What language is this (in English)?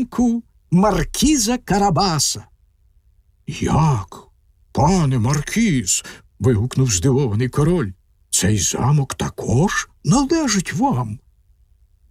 Ukrainian